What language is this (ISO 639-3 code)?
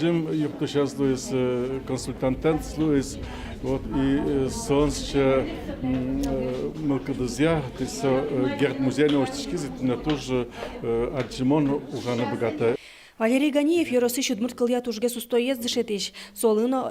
udm